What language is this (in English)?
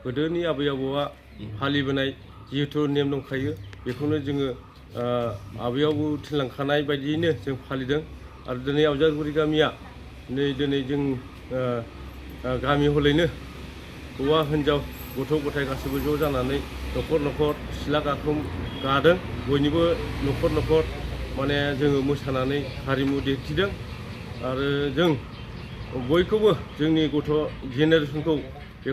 Bodo